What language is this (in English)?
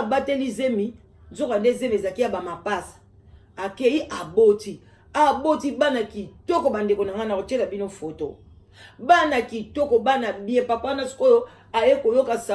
Lingala